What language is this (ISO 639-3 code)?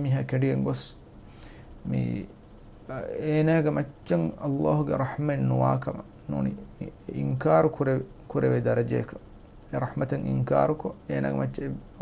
div